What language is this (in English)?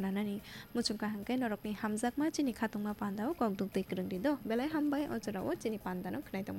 Kok Borok